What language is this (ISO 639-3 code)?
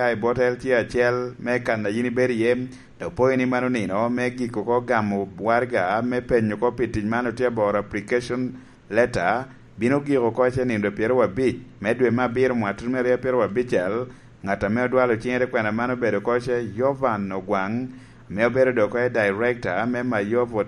laj